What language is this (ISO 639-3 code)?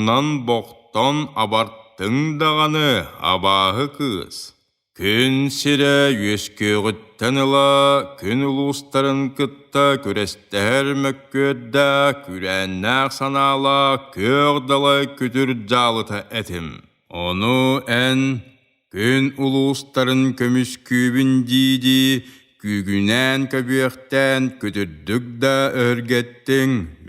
sah